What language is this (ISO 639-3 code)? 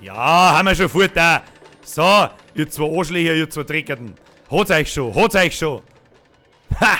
bar